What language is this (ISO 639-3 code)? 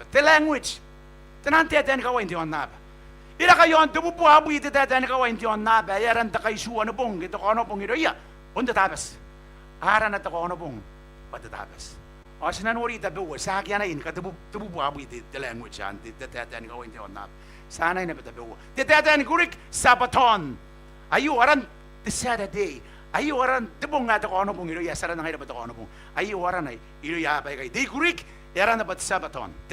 gil